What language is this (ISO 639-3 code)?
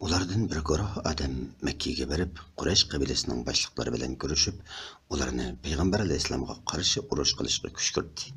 uig